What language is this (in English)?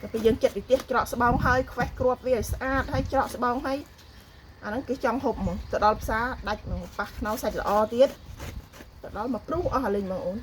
Khmer